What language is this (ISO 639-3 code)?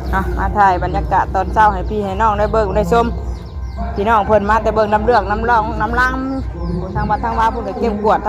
tts